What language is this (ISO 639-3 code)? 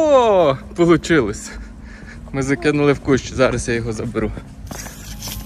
ukr